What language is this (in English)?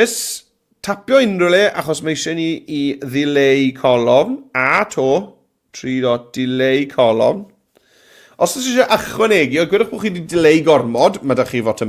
Welsh